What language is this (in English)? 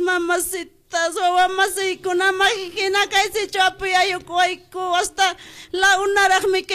Quechua